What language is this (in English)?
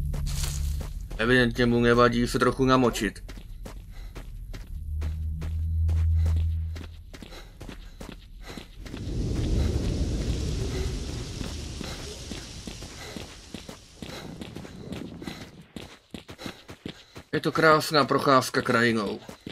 Czech